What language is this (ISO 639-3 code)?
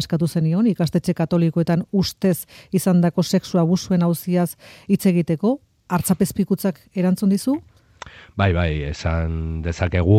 eus